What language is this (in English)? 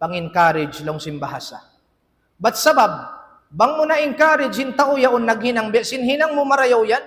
Tausug